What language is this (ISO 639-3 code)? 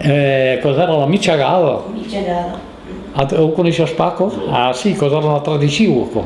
oci